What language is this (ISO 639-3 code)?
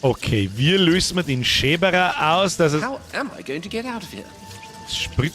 bar